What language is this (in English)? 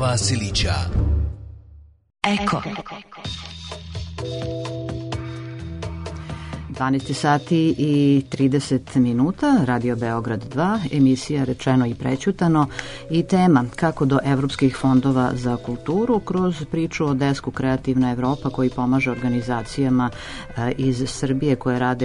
Serbian